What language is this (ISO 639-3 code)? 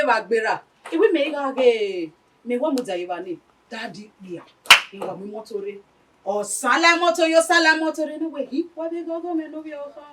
bin